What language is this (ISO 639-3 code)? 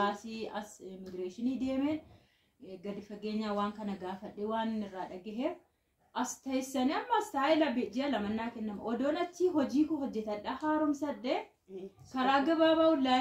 orm